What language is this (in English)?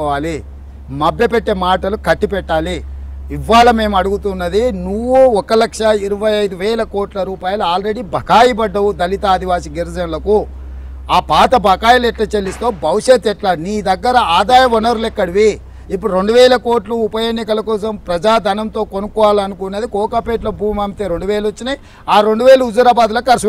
Telugu